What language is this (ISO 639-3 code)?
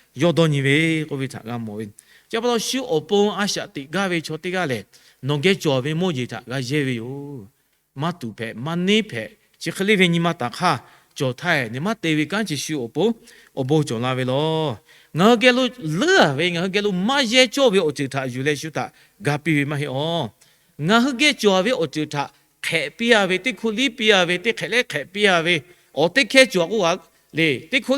lhu